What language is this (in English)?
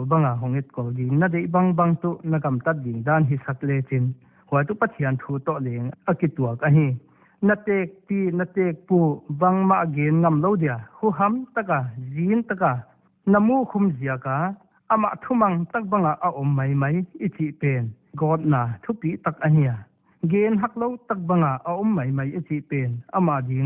Paite Chin